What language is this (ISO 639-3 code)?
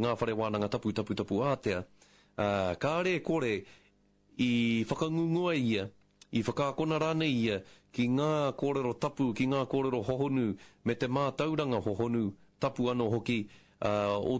mri